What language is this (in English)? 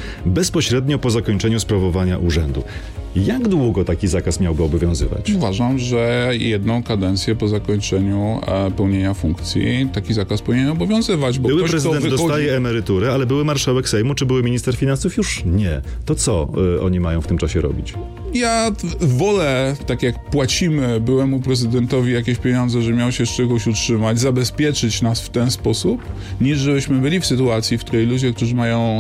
Polish